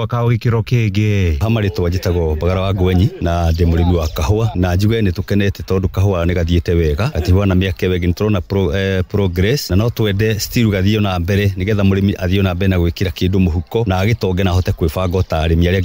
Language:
Kikuyu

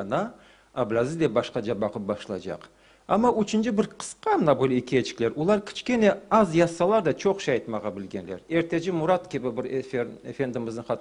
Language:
Crimean Tatar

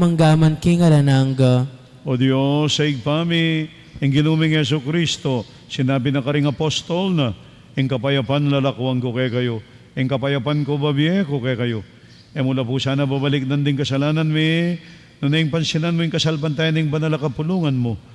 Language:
Pampanga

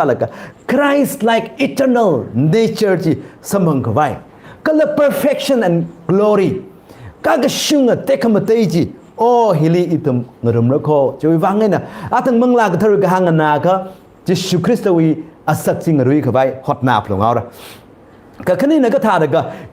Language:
Tangkhul Naga (India)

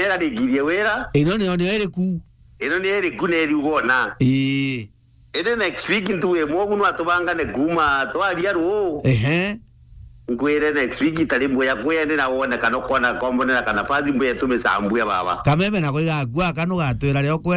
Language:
Meru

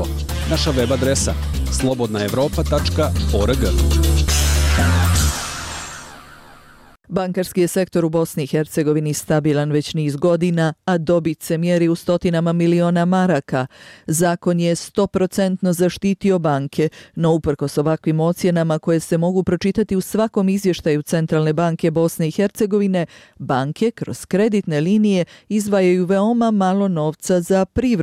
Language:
Bosnian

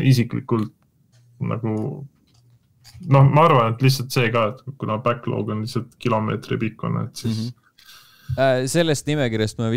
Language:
Estonian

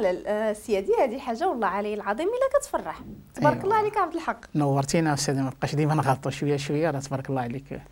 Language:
Moroccan Arabic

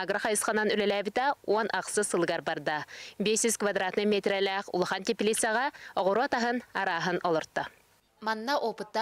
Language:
Yakut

